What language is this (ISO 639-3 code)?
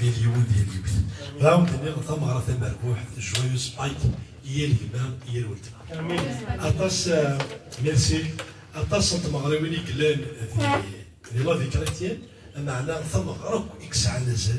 kab